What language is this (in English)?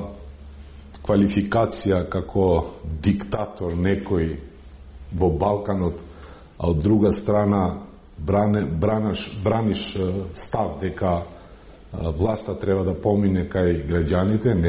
Macedonian